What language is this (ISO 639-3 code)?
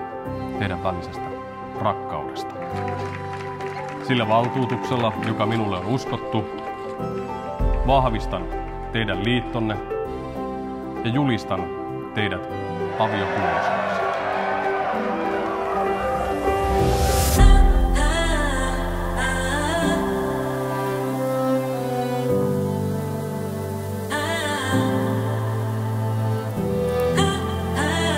fin